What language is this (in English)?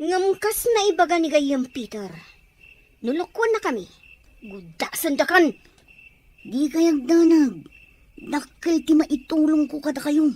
Iloko